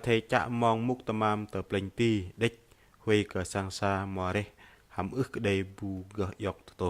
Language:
Bahnar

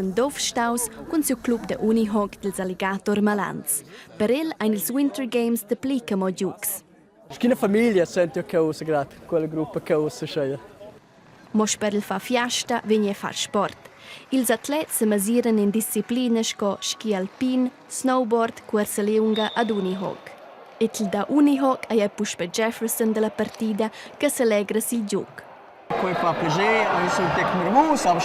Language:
Romansh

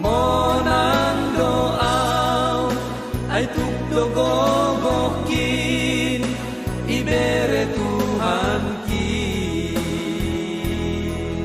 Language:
Batak Simalungun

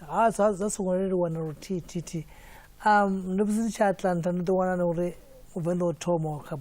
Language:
Venda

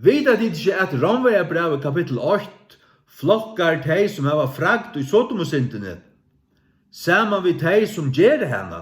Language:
Faroese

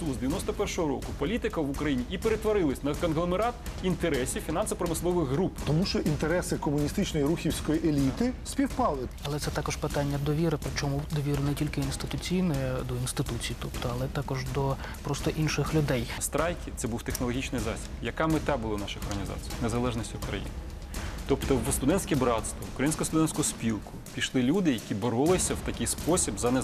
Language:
Ukrainian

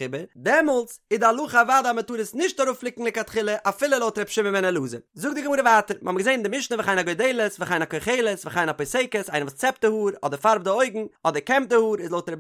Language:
Yiddish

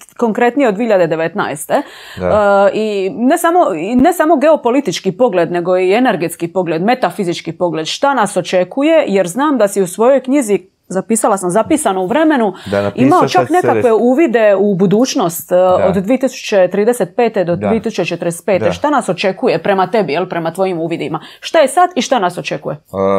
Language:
Croatian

